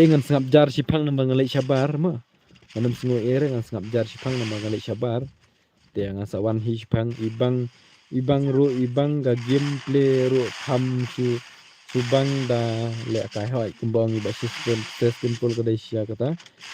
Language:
Khasi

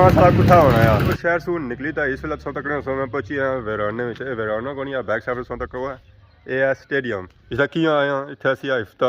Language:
Pahari-Potwari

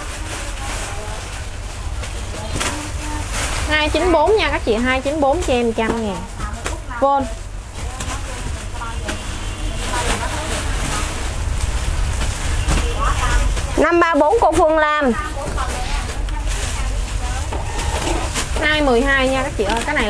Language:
Vietnamese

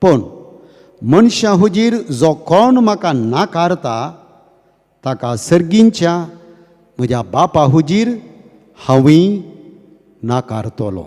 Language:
Konkani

